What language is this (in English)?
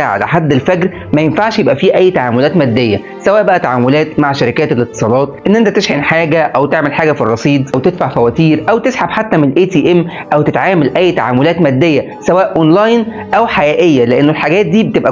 Egyptian Arabic